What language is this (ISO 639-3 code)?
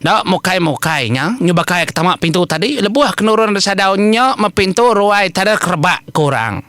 iba